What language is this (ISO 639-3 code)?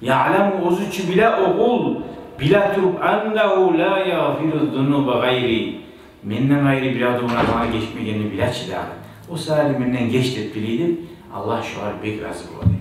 kum